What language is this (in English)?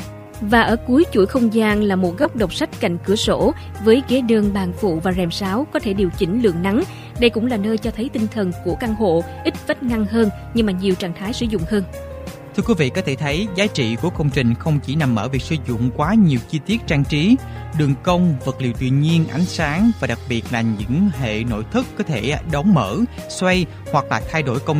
Vietnamese